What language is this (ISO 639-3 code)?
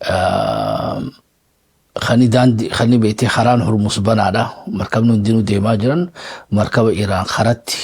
orm